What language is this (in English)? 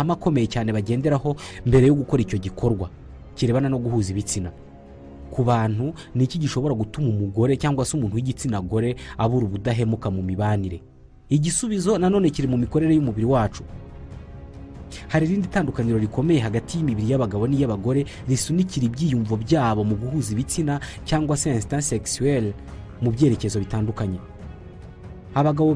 Kinyarwanda